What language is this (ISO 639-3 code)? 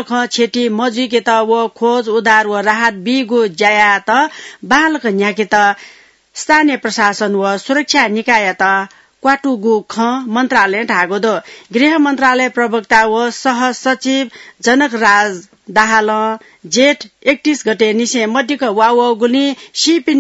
new